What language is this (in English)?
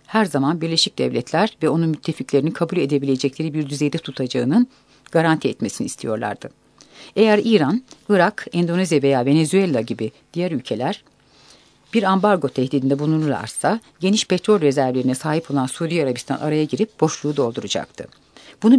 Turkish